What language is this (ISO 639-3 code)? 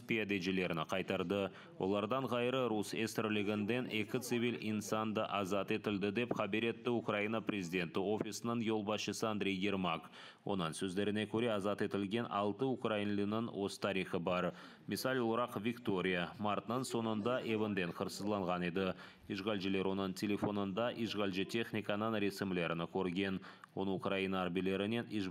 crh